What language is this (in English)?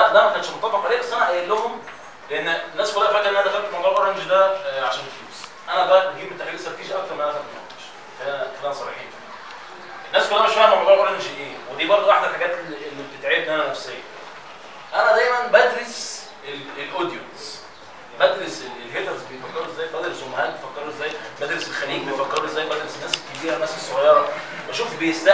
Egyptian Arabic